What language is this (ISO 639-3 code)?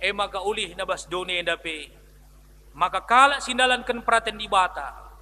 btx